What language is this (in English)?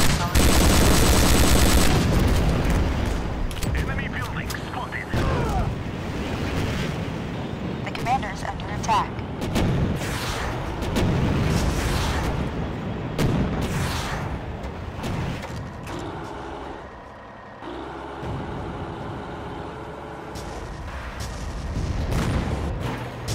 English